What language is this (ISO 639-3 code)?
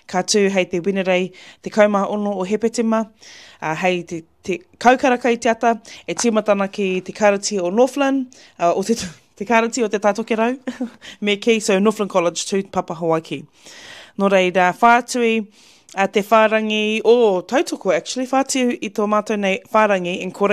mri